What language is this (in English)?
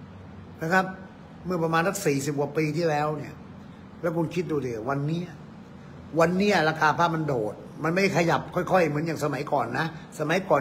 Thai